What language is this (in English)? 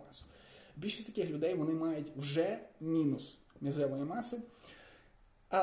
Ukrainian